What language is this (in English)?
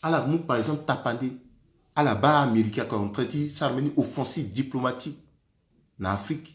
Sango